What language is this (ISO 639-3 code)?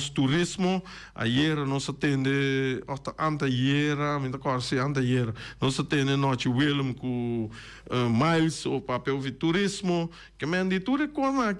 pap